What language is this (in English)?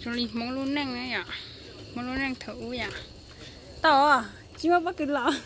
Hmong